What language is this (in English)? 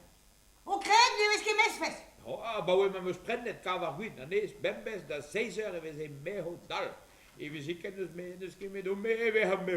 Breton